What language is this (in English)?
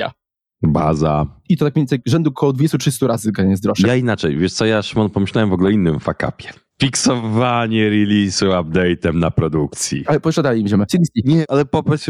Polish